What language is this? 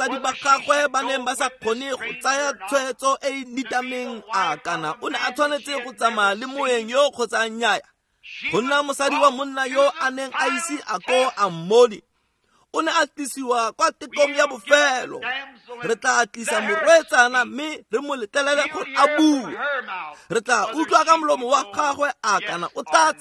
Tswana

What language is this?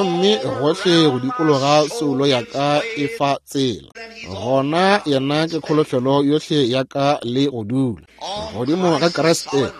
Northern Sotho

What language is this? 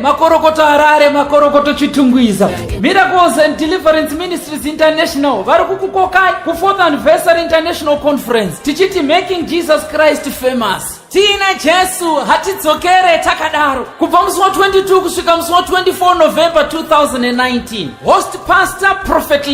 Shona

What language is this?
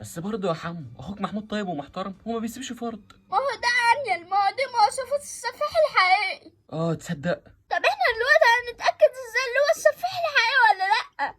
Egyptian Arabic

